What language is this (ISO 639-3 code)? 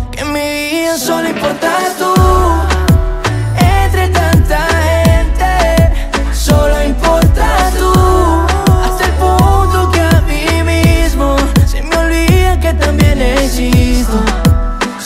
spa